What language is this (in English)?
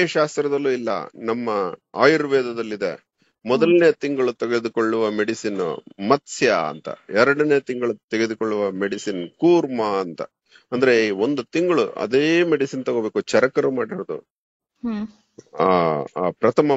Kannada